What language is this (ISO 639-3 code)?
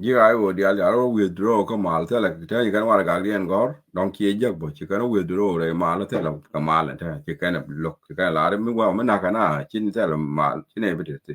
nus